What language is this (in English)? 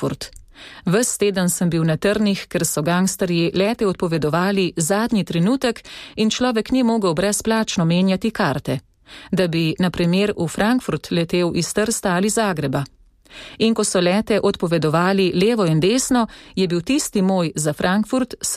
Slovenian